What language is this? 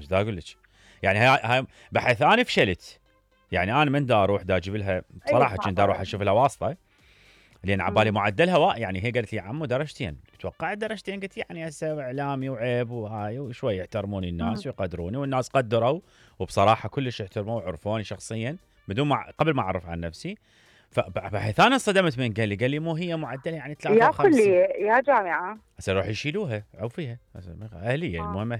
Mesopotamian Arabic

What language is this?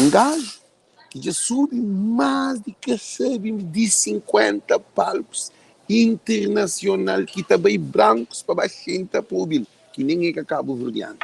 Kabuverdianu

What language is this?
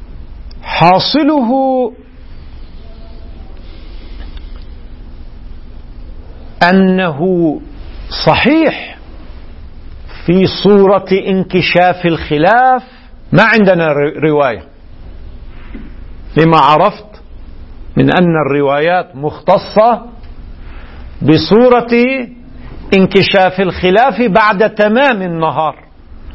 Arabic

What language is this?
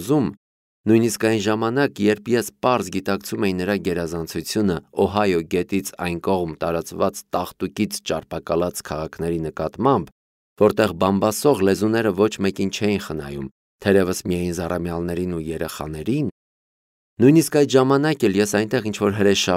Armenian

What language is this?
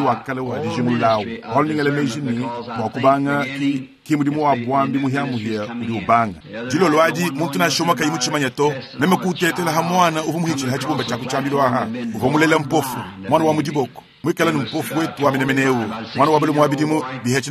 Luba-Lulua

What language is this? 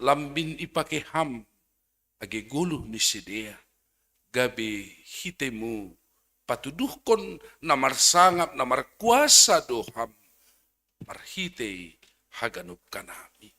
Batak Simalungun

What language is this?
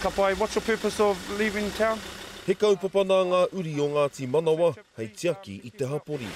Māori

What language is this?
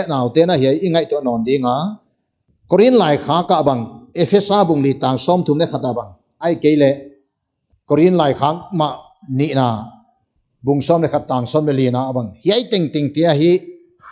Paite Chin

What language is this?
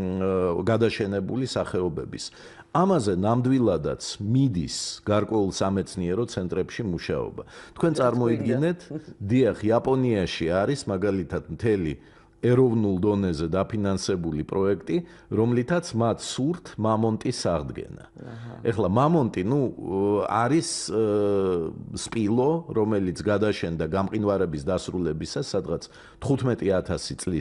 Georgian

